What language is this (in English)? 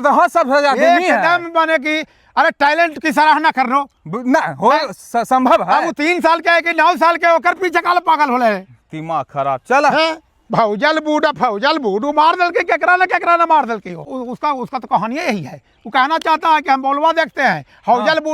Magahi